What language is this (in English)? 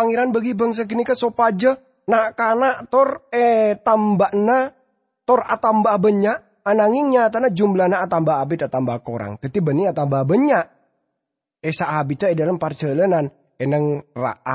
Madurese